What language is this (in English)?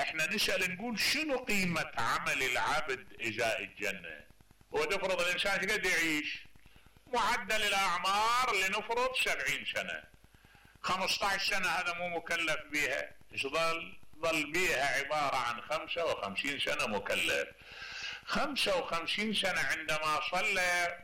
Mesopotamian Arabic